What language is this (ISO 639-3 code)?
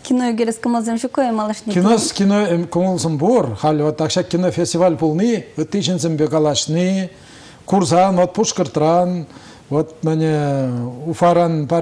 chv